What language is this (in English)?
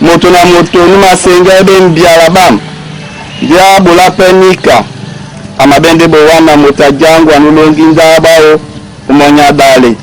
Duala